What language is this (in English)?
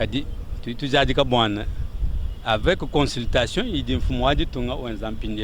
Luba-Lulua